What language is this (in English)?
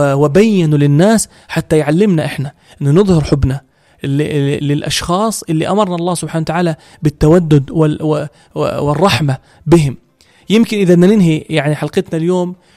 North Levantine Arabic